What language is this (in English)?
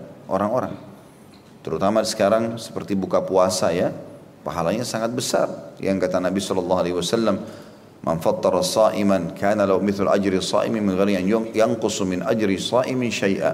Indonesian